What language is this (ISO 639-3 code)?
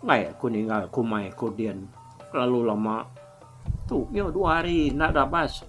iba